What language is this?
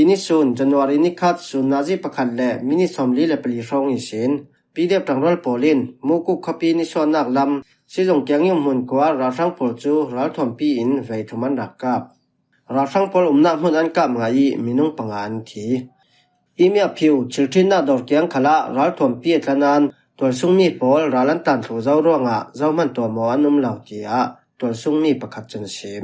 Falam Chin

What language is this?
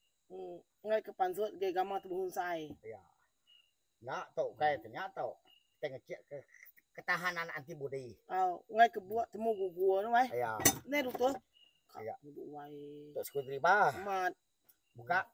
Iban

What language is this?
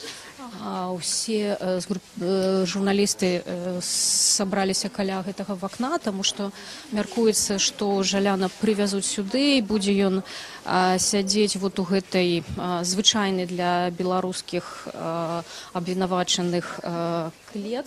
Belarusian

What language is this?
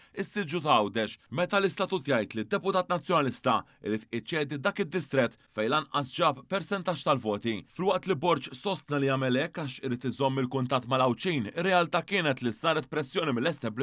Maltese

